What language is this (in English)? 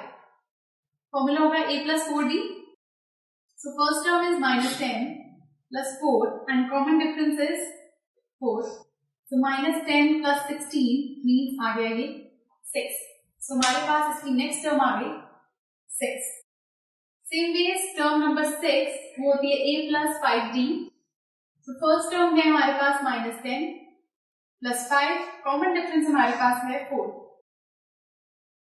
Hindi